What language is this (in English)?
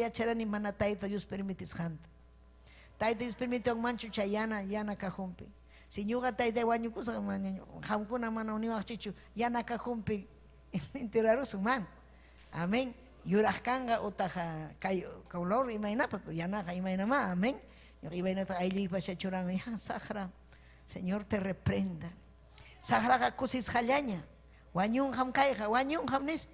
Ayacucho Quechua